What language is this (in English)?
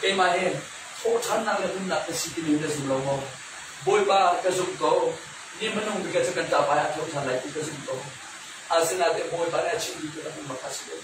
Hakha Chin